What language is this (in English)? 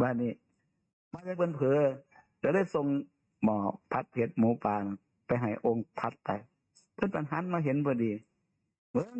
Northeastern Thai